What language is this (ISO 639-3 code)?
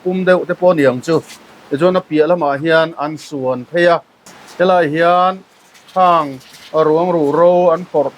lus